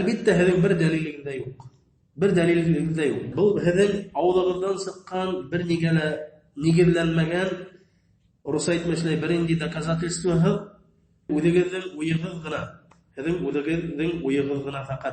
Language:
Bashkir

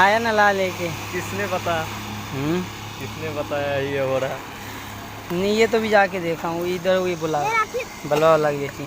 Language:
Maithili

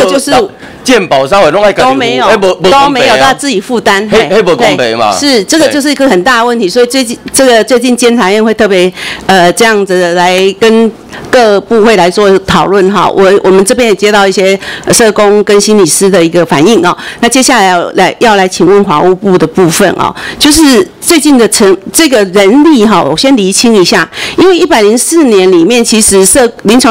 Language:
Chinese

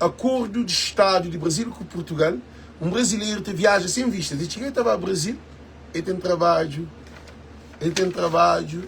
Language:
Kabuverdianu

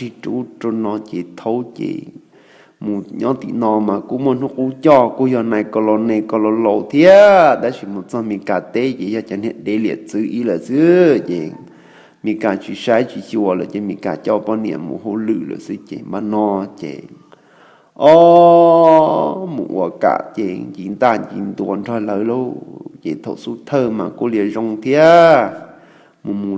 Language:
Hmong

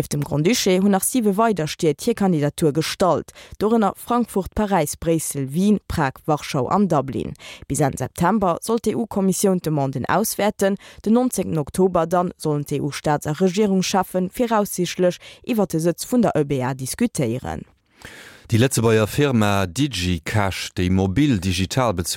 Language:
Luxembourgish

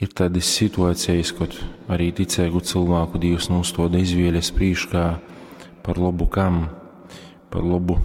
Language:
Latgalian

